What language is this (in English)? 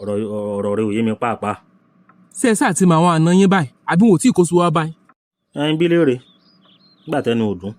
Yoruba